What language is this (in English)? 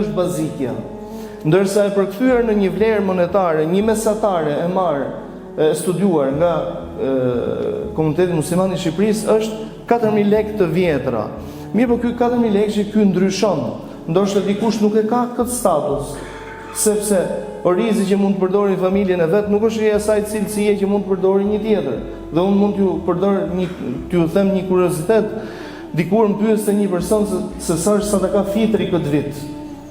Albanian